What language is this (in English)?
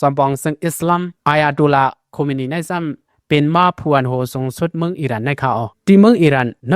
Shan